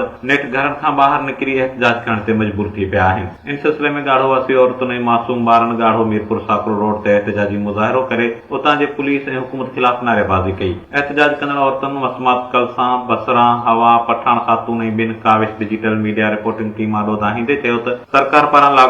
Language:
Sindhi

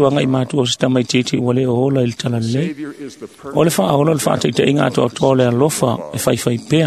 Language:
Samoan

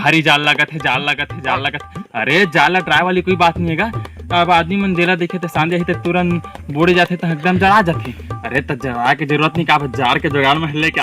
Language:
Chhattisgarhi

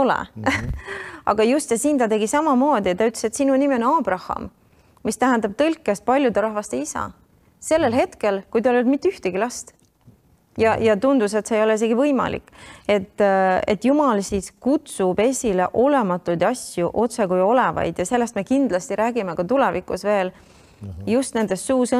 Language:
Estonian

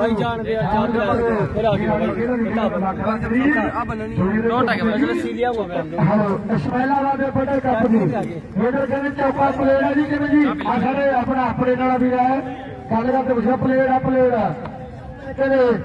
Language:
Punjabi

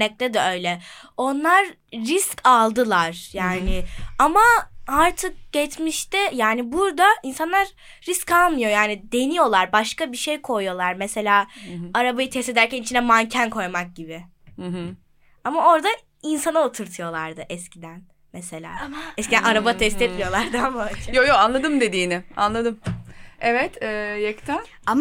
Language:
Turkish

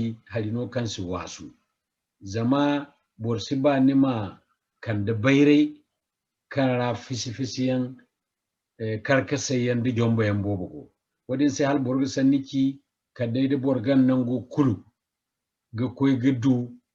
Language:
Zarma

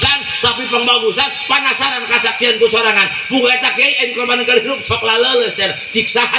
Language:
Sundanese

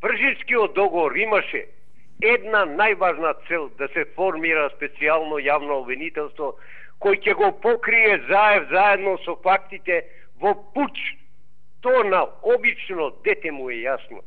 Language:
Macedonian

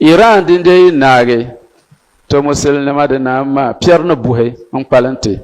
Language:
Dagbani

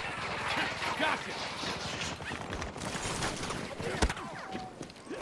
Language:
English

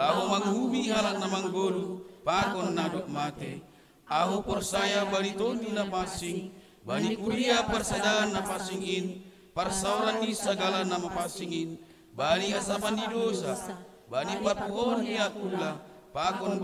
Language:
Batak Simalungun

